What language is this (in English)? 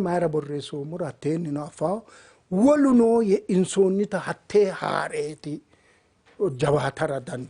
Sidamo